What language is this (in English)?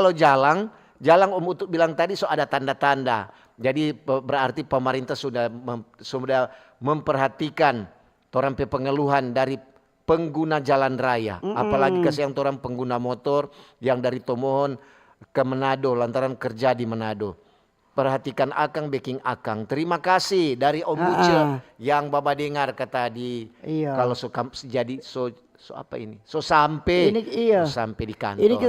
Manado Malay